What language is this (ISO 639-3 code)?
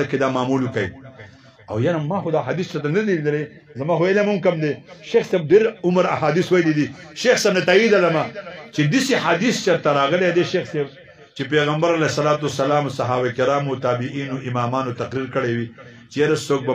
pus